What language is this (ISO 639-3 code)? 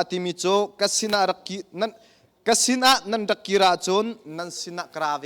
cnh